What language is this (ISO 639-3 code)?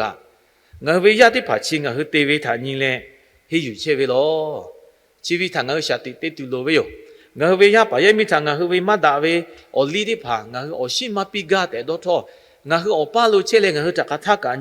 lhu